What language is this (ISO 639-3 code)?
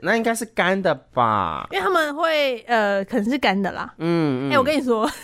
zho